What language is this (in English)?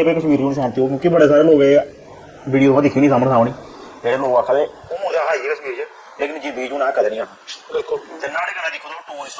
Dogri